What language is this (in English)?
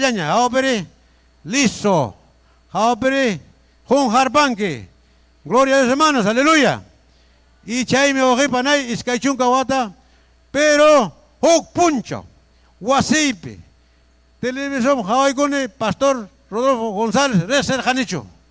Ayacucho Quechua